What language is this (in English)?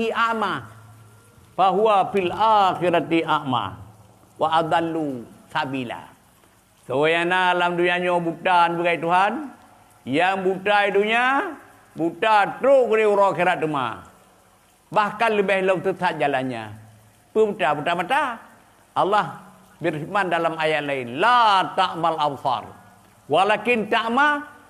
Achinese